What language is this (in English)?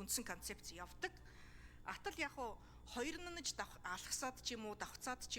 Mongolian